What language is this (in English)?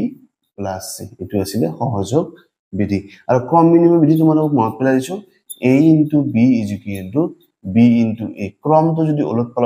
Assamese